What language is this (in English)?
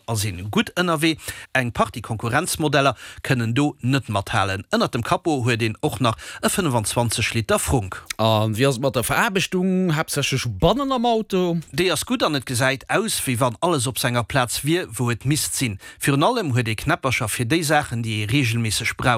Luxembourgish